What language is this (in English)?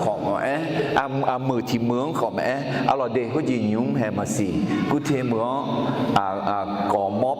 Akha